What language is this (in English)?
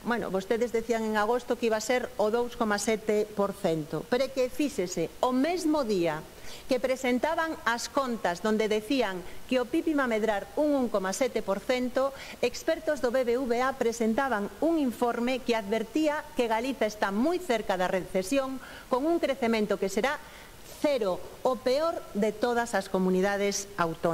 Galician